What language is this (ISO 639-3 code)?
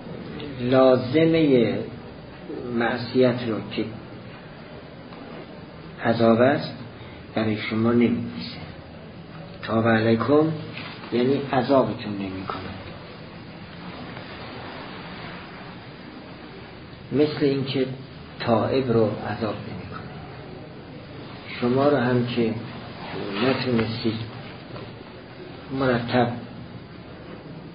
fas